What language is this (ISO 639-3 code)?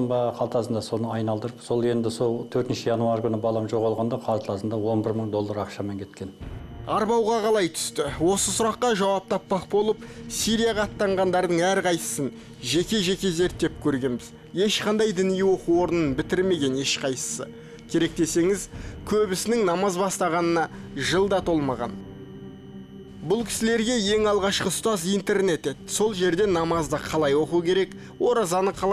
kaz